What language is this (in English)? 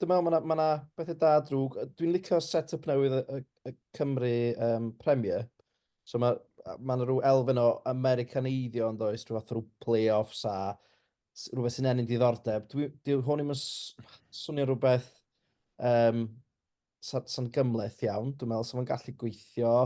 Welsh